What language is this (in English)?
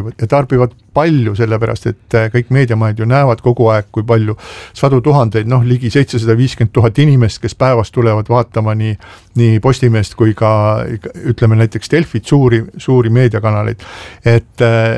Estonian